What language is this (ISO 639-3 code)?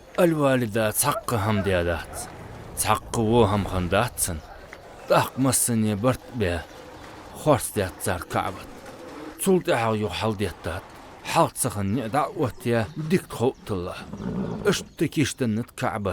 inh